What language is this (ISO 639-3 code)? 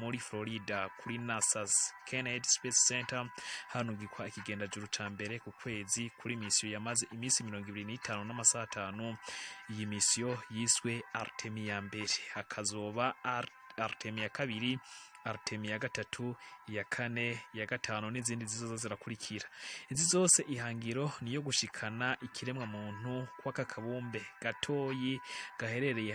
run